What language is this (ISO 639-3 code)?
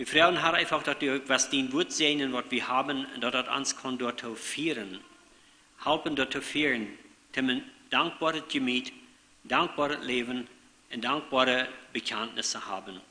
pdt